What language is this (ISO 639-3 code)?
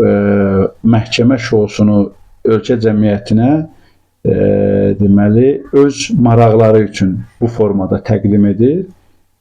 aze